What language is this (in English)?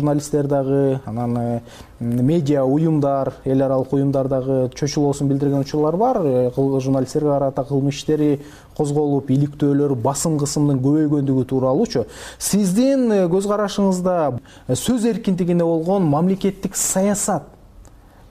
Kyrgyz